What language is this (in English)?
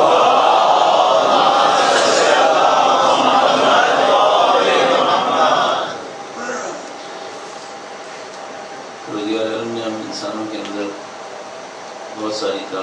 Urdu